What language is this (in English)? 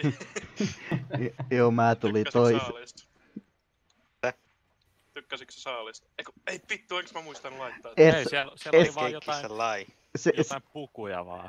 Finnish